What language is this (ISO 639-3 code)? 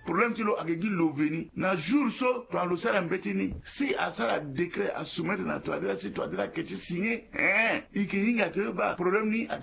sag